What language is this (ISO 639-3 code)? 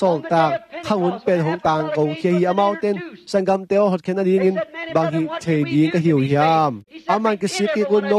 ctd